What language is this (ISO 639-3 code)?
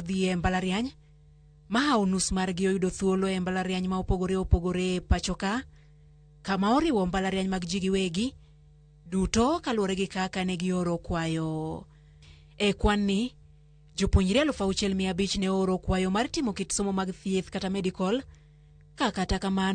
luo